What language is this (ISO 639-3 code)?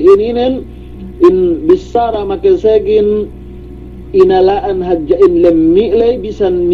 yka